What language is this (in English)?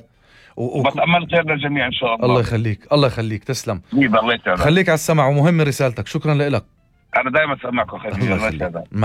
North Levantine Arabic